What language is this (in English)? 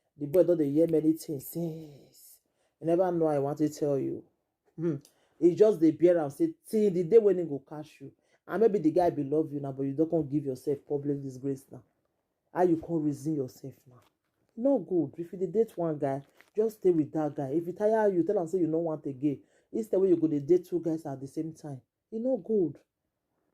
Nigerian Pidgin